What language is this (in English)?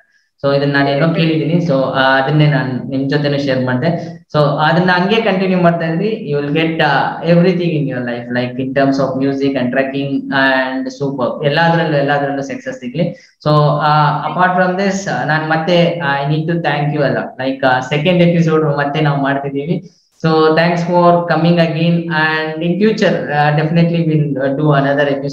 Kannada